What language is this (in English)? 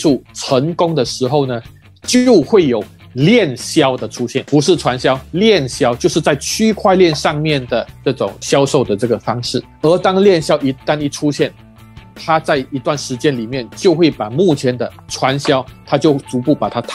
Chinese